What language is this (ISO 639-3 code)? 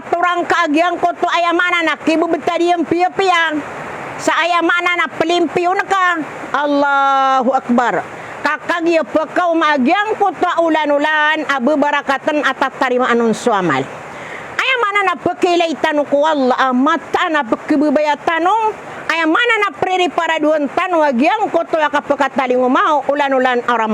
mrw